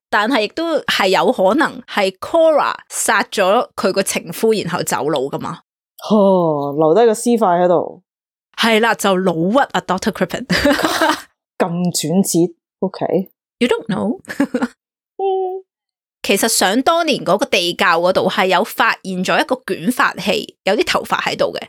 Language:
Cantonese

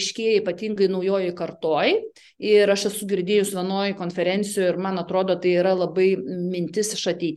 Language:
Lithuanian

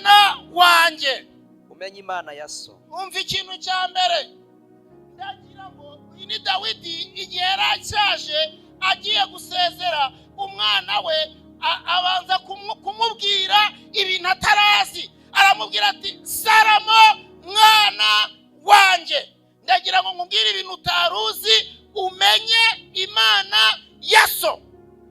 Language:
Kinyarwanda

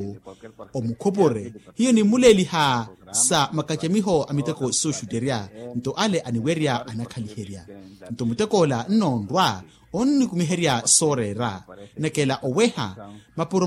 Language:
Makhuwa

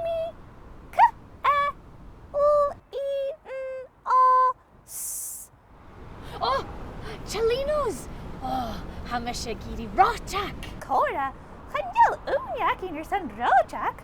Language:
Scottish Gaelic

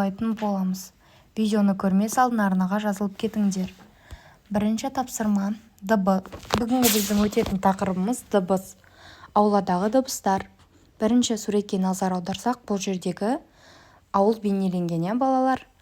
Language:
Kazakh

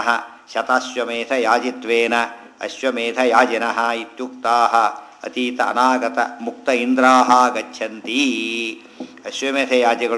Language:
Kannada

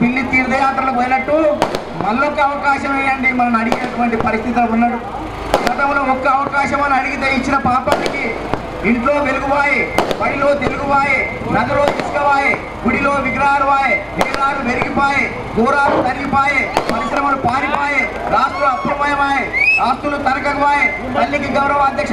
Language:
Telugu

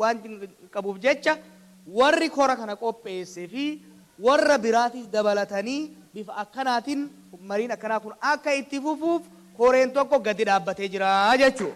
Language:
Oromo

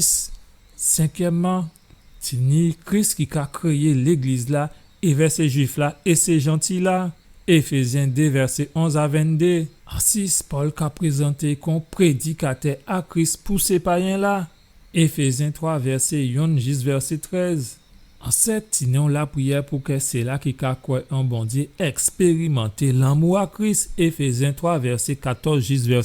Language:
Guadeloupean Creole French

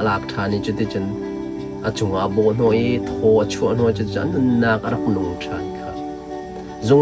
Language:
Hakha Chin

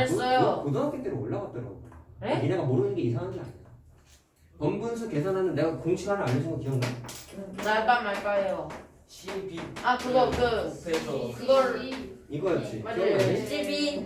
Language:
Korean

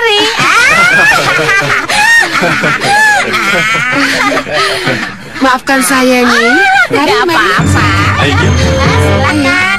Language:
Indonesian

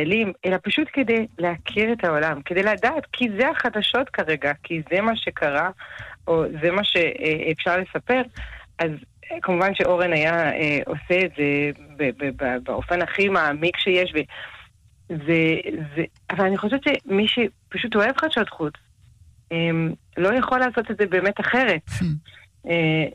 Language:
Hebrew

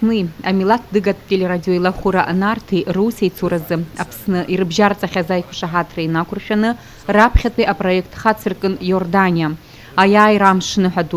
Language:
Abkhazian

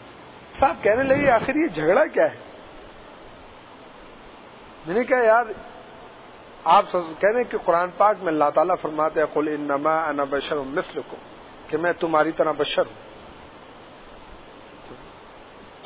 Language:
Urdu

